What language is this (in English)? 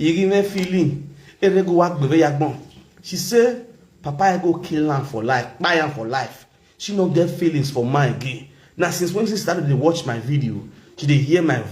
Nigerian Pidgin